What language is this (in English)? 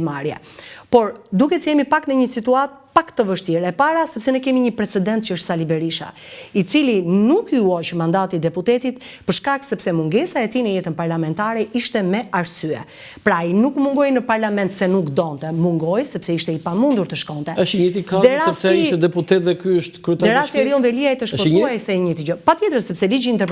Albanian